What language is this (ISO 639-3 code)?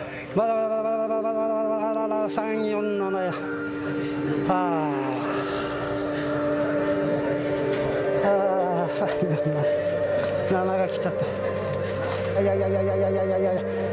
jpn